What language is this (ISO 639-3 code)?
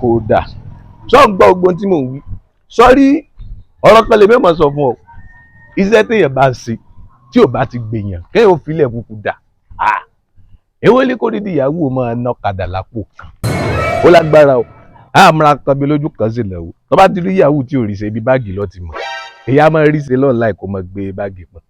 yor